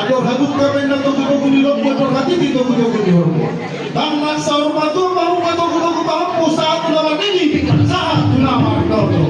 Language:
Batak Toba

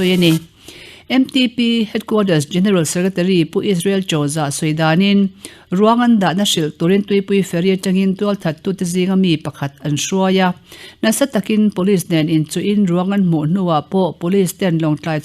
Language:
Mizo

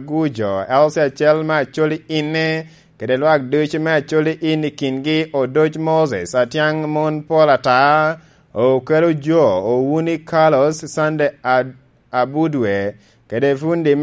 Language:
Lango (Uganda)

